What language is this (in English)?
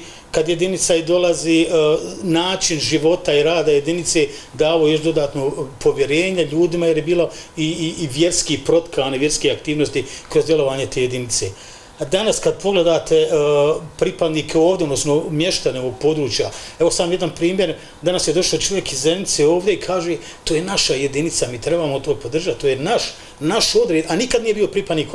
Bosnian